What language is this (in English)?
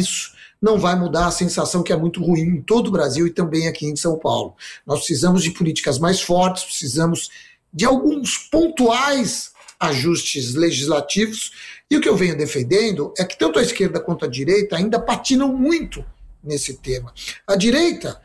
Portuguese